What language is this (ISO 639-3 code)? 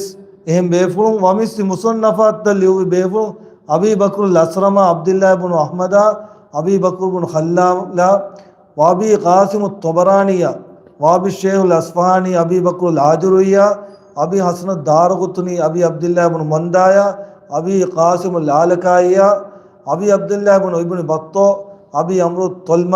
div